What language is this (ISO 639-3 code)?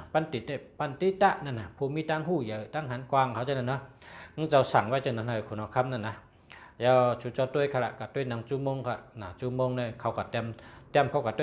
shn